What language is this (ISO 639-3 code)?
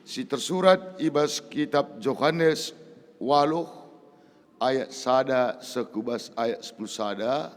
btx